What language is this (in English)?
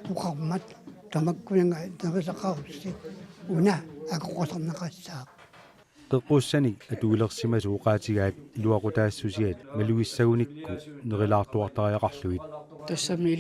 Kalaallisut